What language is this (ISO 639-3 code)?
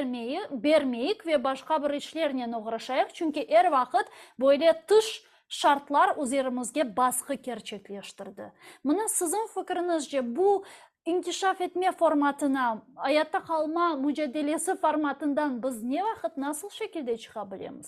crh